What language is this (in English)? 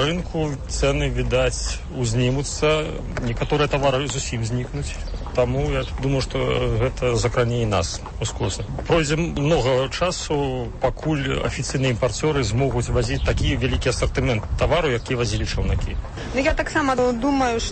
Belarusian